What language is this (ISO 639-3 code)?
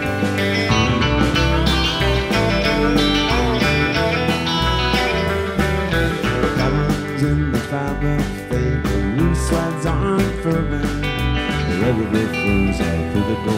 eng